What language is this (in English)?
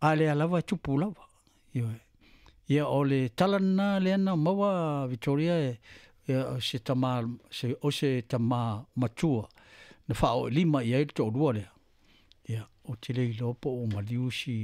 Samoan